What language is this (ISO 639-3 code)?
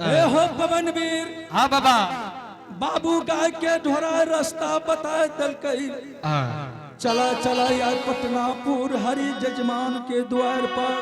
anp